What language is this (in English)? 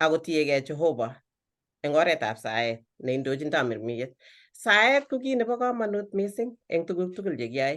Kalenjin